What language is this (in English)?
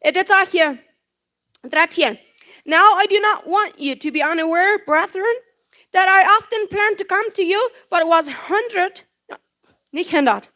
Plautdietsch